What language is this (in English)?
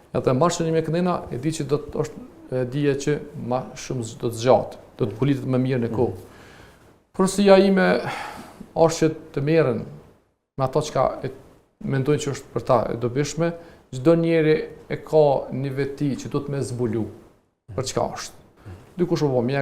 Albanian